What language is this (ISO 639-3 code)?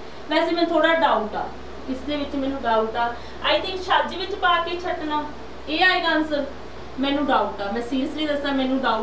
pan